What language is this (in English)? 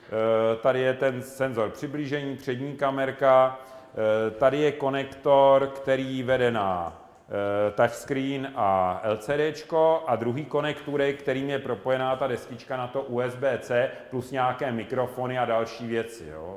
Czech